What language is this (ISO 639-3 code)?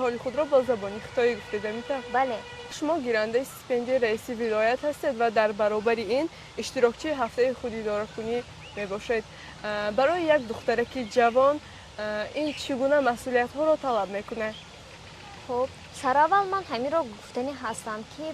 tgk